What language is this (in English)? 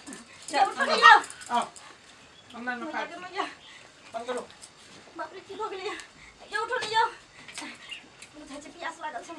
Maithili